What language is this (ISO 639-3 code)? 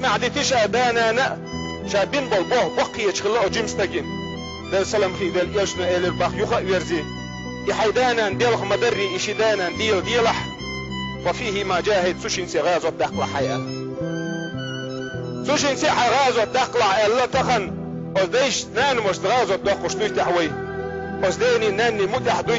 che